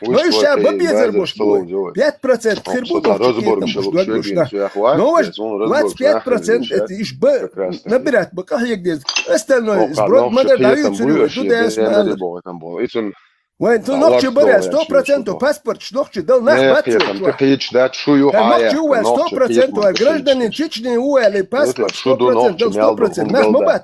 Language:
Chechen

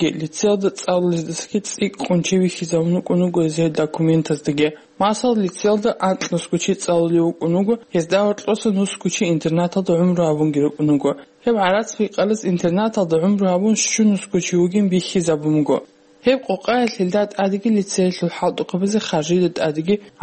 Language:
Avaric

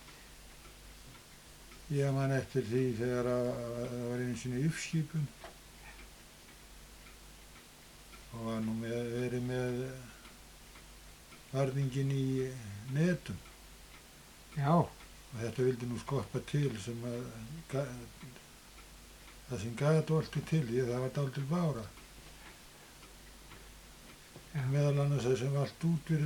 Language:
Icelandic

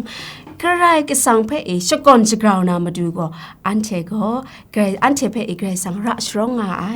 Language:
Kachin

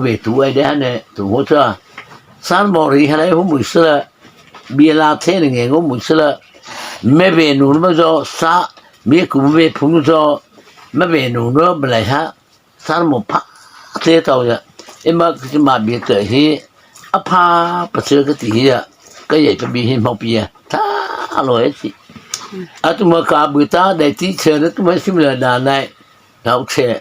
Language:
Mara Chin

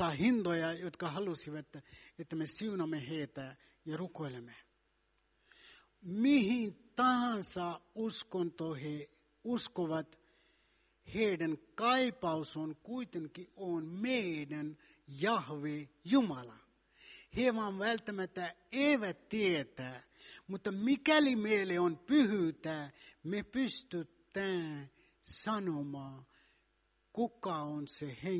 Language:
Finnish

